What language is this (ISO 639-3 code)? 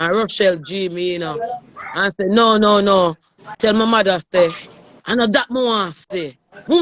jam